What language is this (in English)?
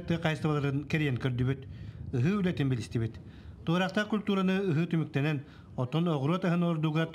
Yakut